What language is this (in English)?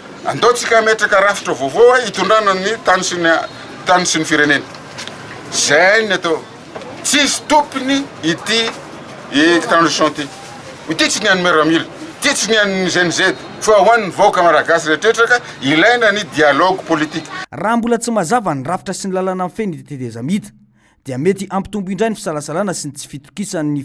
Malagasy